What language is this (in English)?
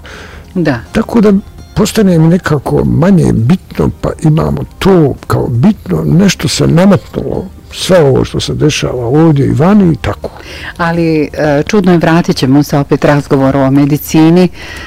Bosnian